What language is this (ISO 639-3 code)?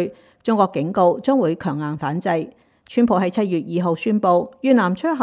yue